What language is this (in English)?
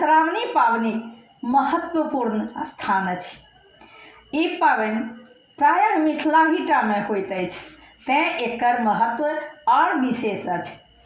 Maithili